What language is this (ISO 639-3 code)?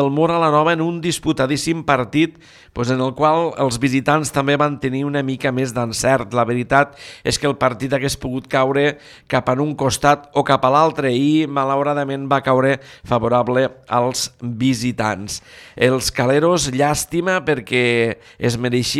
cat